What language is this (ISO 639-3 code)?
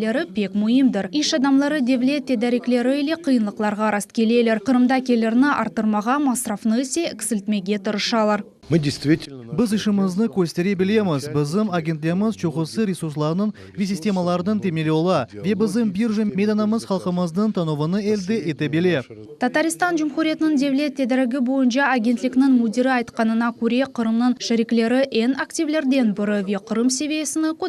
crh